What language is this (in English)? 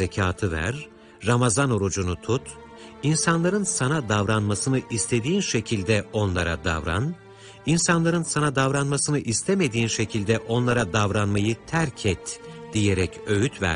Turkish